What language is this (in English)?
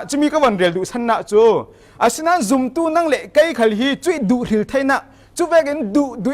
Falam Chin